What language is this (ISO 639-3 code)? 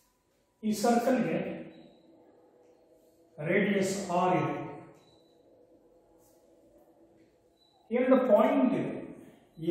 kan